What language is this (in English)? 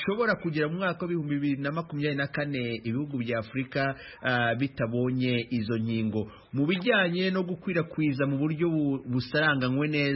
Kinyarwanda